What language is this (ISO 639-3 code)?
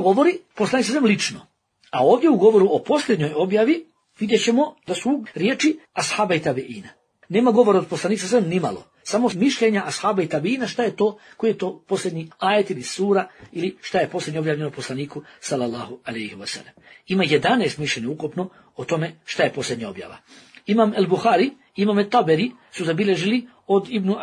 bos